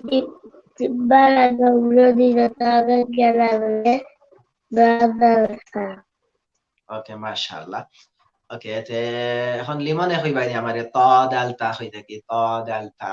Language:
Sylheti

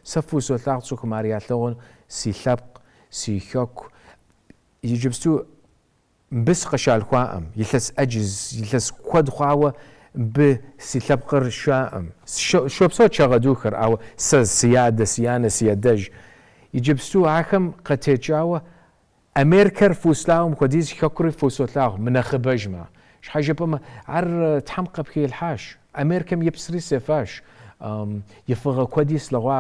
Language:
Kabardian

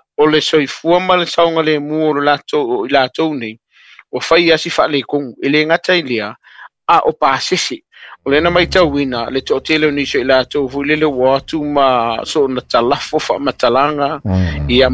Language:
Samoan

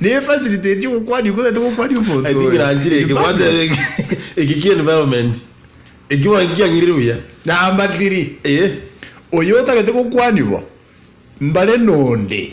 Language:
Gusii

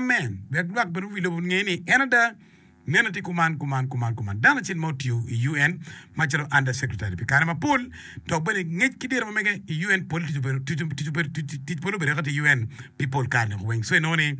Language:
Acoli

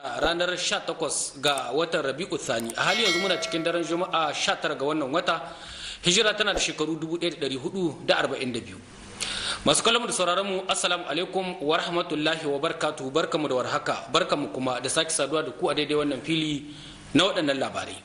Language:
Hausa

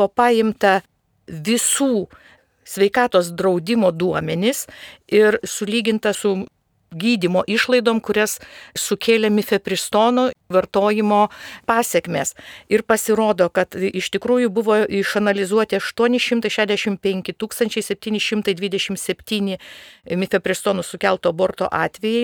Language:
Lithuanian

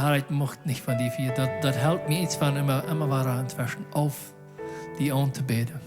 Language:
Plautdietsch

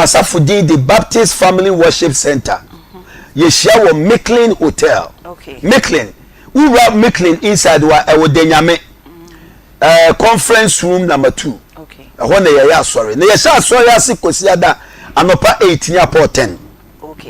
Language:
Akan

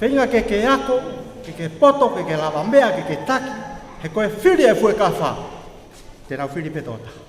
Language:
Tongan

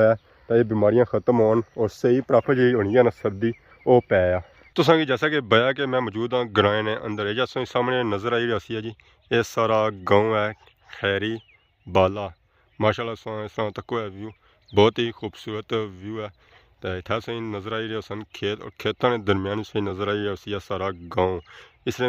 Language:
Pahari-Potwari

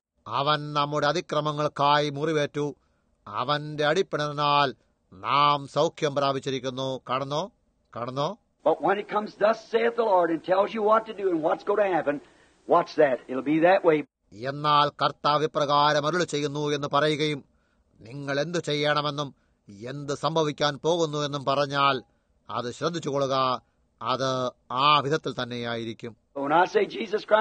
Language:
Malayalam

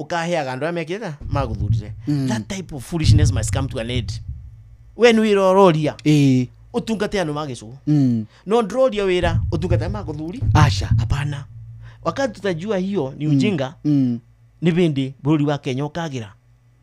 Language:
Kikuyu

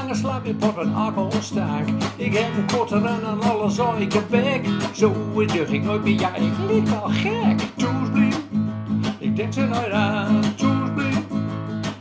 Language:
Gronings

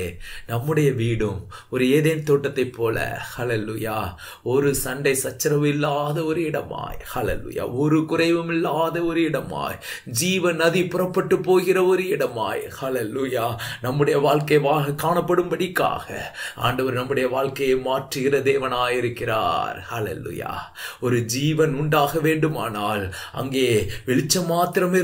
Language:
Tamil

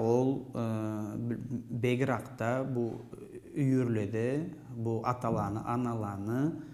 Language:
Karachay-Balkar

